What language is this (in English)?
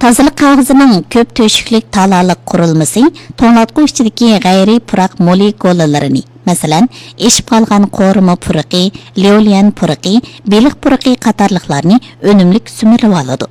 Uyghur